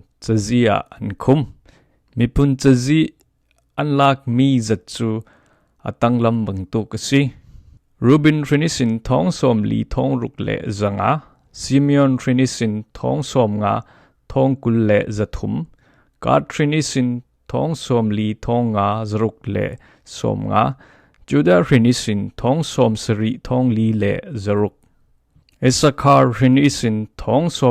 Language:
Falam Chin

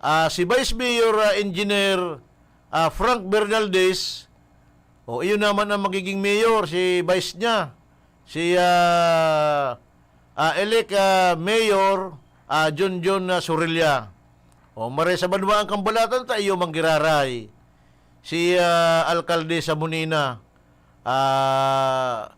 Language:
Bikol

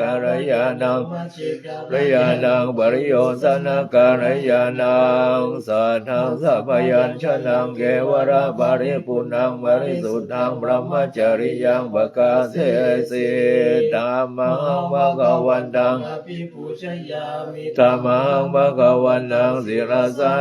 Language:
Pali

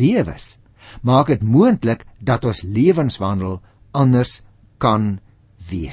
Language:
Afrikaans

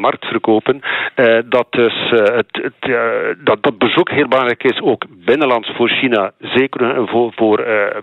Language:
Dutch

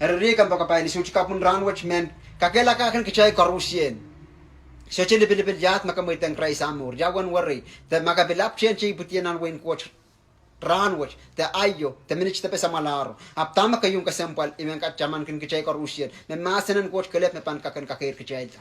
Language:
Pohnpeian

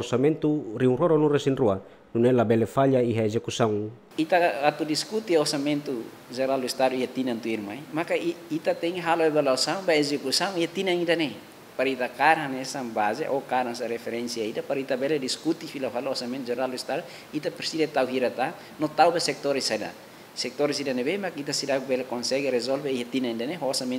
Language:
Tetum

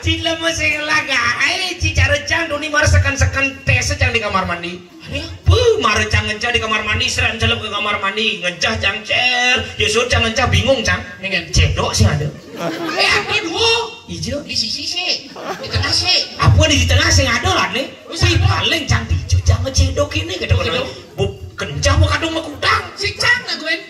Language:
Balinese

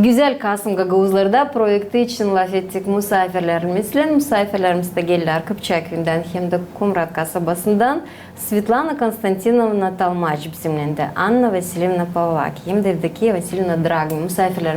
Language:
Gagauz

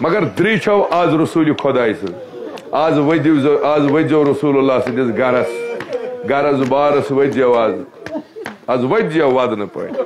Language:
Kashmiri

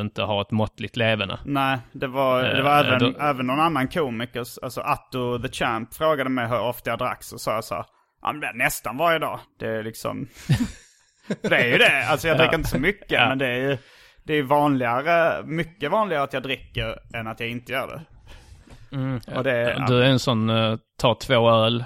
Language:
Swedish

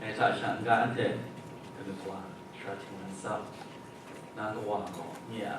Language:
Kachin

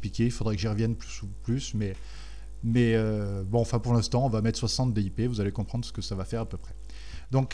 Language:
French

